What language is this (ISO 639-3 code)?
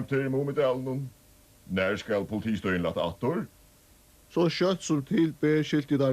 fao